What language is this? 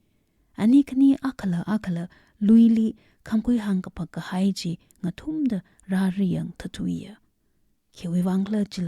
Tangkhul Naga (India)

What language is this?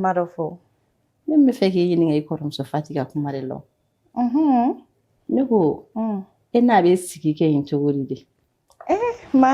Bambara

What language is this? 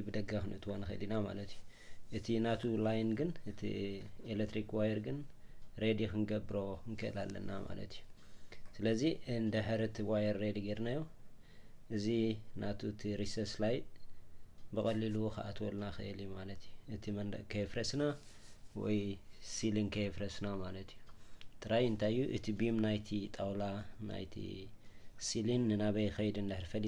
Tigrinya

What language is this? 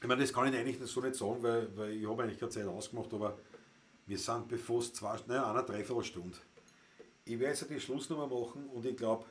Bavarian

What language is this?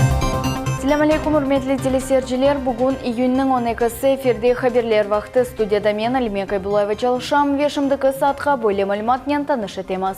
Crimean Tatar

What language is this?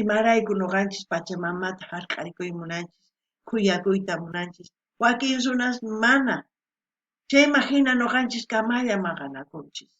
South Bolivian Quechua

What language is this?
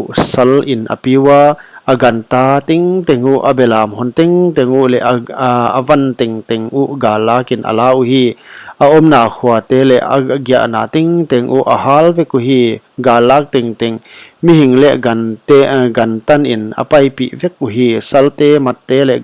Paite Chin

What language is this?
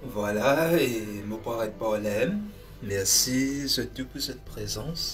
Morisyen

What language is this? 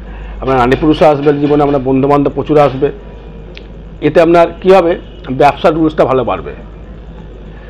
Bangla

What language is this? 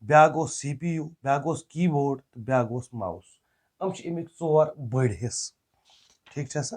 Kashmiri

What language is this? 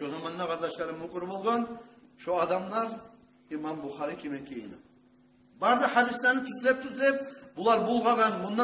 Kumyk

